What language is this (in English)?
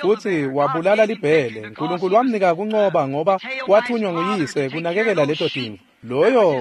Swati